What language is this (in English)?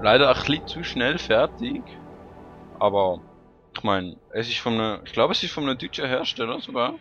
Swiss German